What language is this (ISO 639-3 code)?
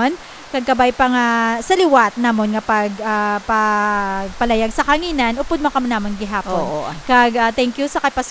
hil